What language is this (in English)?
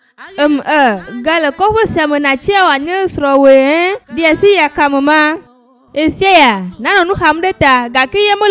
Ewe